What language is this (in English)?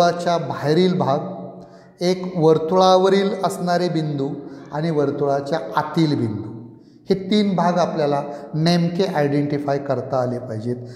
Marathi